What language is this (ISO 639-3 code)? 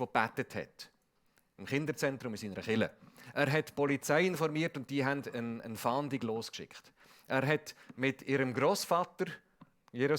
gsw